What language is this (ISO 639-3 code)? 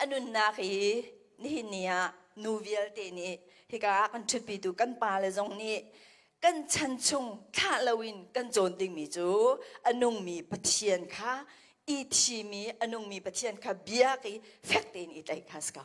cnh